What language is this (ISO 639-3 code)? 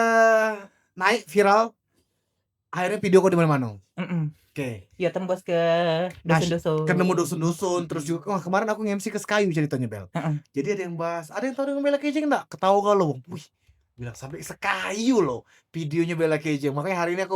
mui